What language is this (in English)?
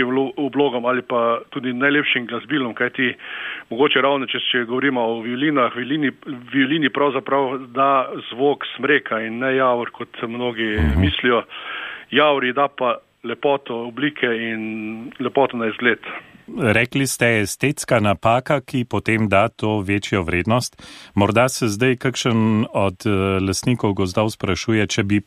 Slovenian